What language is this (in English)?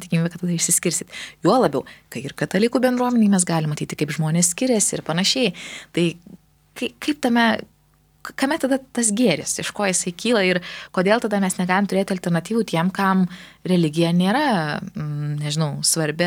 Lithuanian